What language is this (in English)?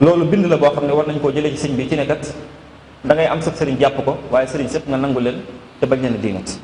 Wolof